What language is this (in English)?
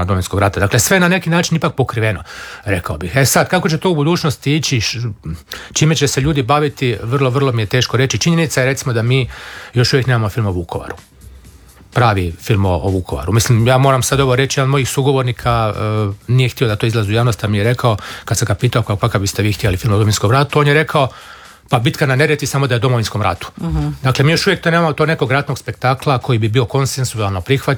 Croatian